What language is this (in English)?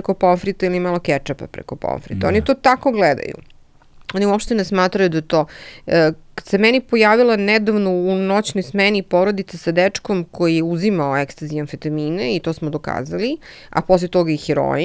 Serbian